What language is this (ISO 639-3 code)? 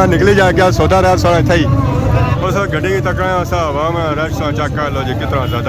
phr